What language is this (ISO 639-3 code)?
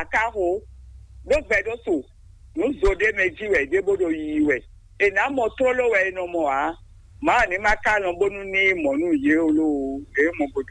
fon